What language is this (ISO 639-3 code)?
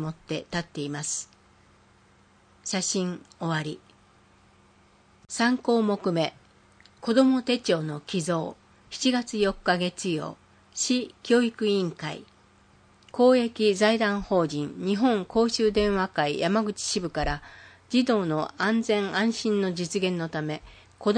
jpn